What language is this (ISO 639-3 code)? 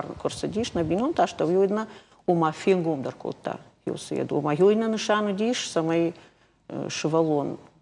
oss